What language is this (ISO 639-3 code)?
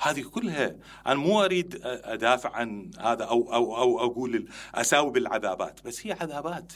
acm